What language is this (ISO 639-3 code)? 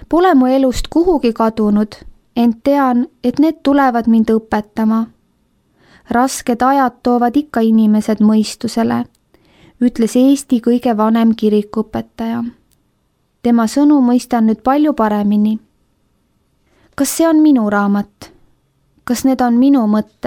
est